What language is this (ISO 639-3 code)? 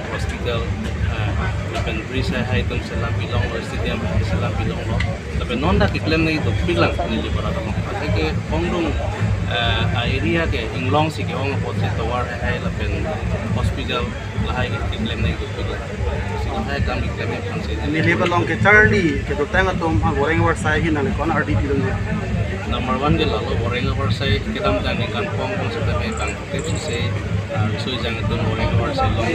mjw